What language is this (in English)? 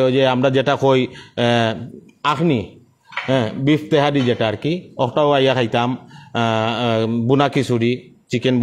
Sylheti